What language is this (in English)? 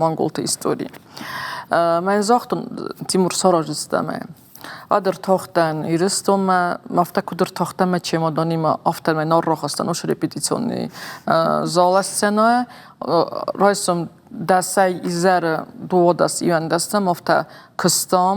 Ossetic